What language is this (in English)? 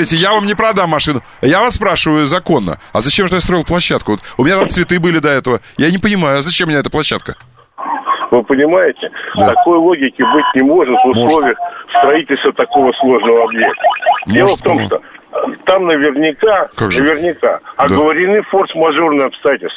Russian